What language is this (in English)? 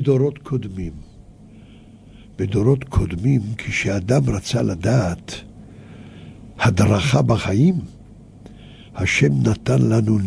Hebrew